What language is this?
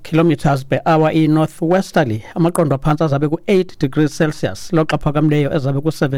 Xhosa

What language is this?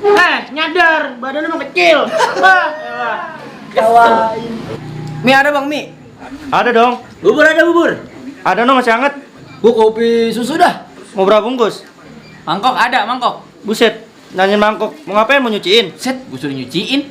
Betawi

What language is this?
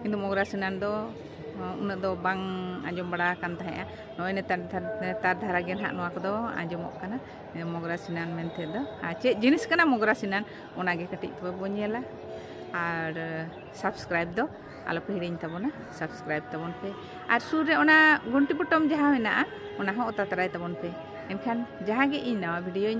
Santali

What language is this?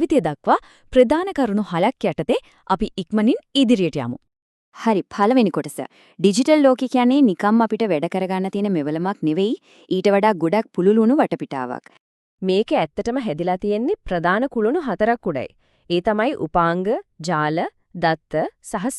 Sinhala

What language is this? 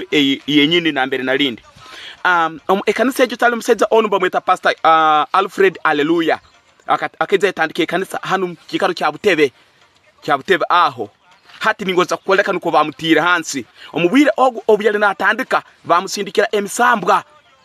Tooro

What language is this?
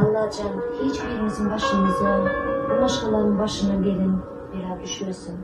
Turkmen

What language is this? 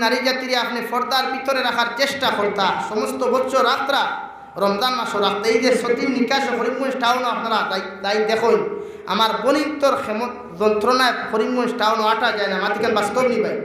Sylheti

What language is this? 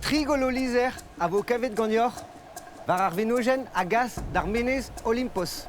Breton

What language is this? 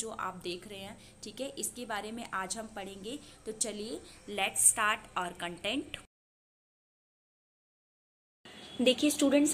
Hindi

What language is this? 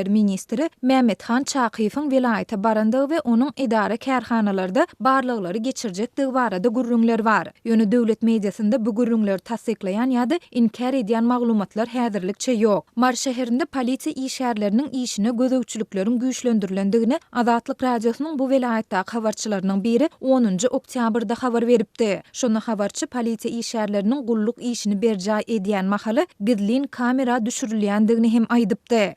Turkmen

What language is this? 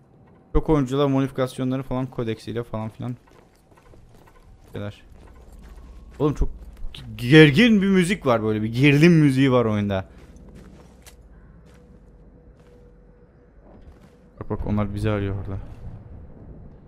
Turkish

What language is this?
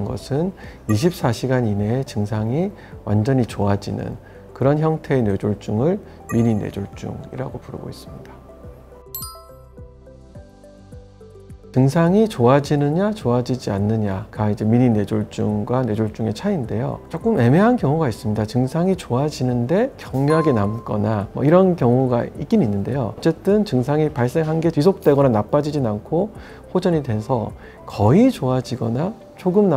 Korean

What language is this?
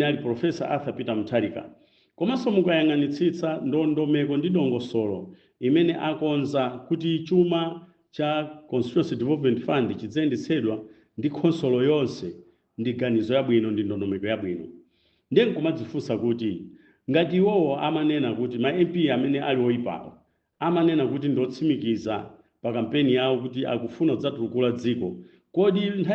Nyanja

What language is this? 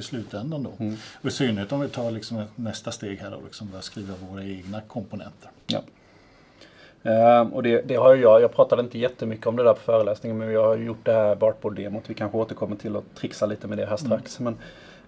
Swedish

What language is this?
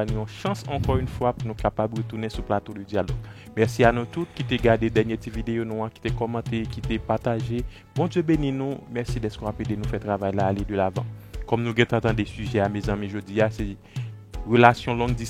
Haitian Creole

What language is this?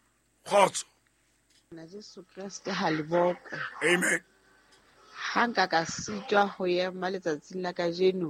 Southern Sotho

